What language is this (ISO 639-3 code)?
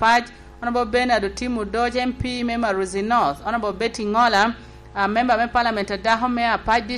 laj